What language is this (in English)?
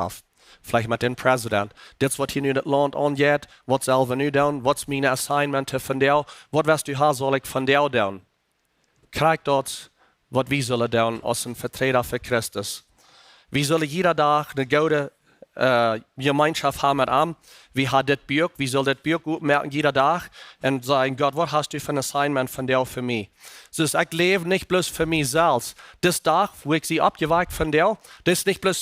Plautdietsch